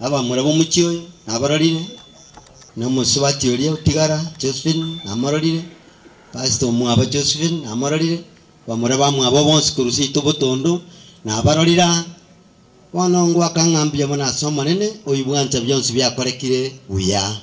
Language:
Gusii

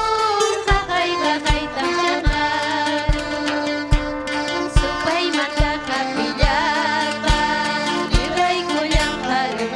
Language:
Ayacucho Quechua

